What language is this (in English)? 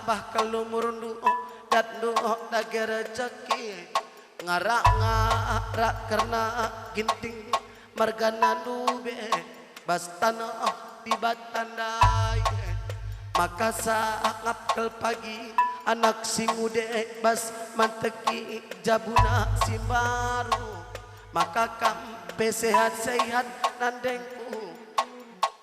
Batak Karo